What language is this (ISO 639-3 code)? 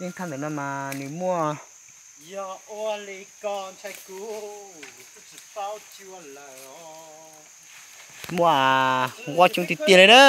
hmn